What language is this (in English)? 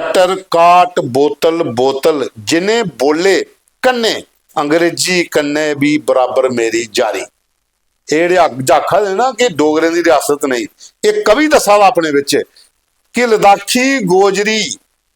Dogri